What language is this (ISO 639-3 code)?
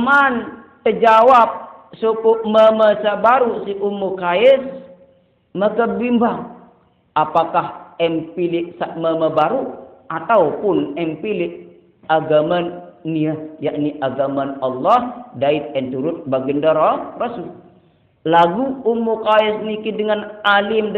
sas